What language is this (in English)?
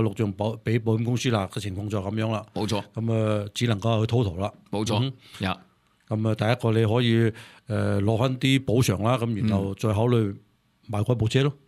Cantonese